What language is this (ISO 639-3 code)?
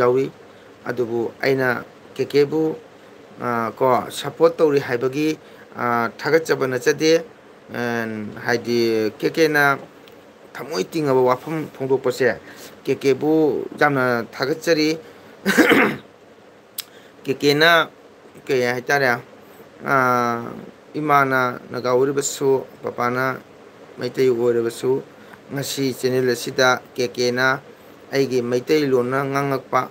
mni